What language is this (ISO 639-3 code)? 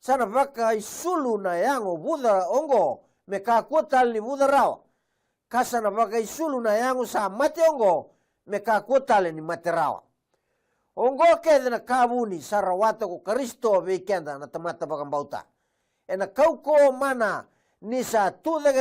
fij